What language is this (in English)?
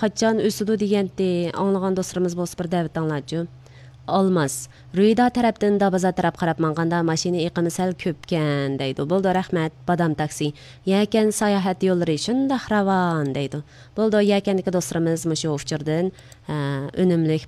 Uyghur